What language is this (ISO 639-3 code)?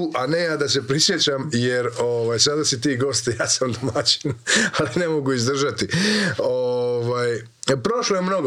hrv